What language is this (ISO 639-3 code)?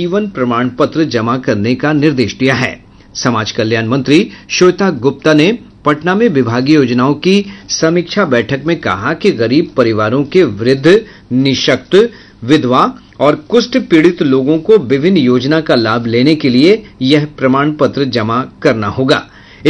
hin